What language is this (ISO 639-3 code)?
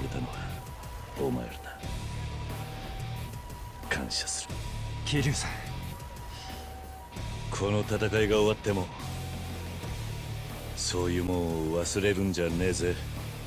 jpn